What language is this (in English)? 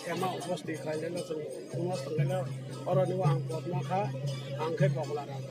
Kok Borok